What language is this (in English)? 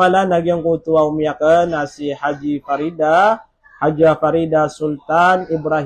Maranao